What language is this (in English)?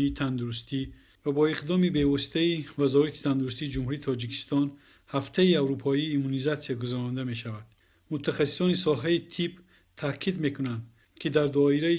Tajik